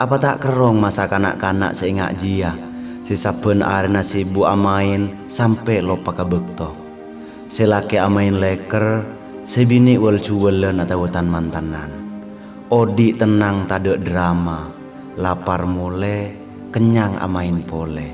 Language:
Madurese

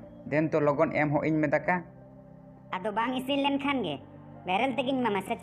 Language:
Santali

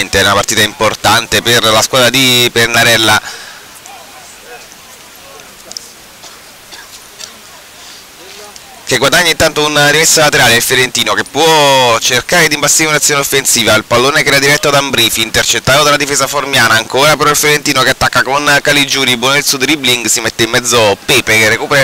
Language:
Italian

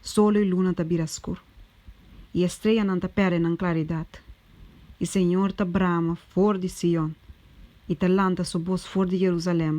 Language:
Papiamento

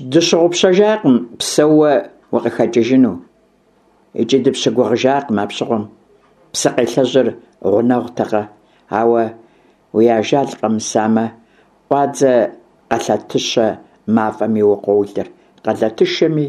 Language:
Kabardian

